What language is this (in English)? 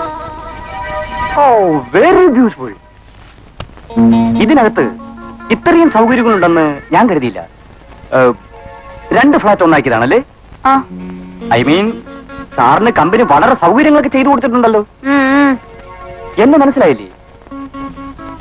Malayalam